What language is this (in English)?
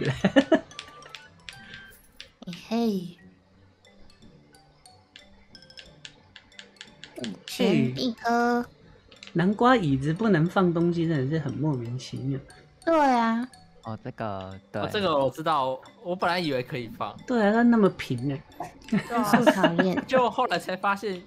Chinese